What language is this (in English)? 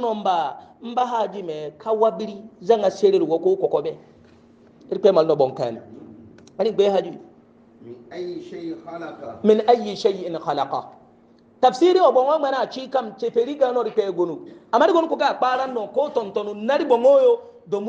Hausa